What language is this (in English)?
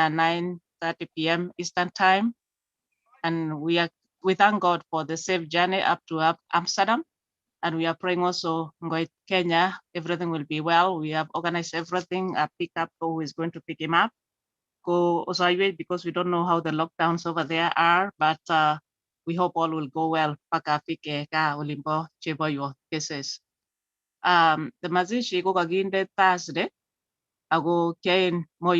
Kalenjin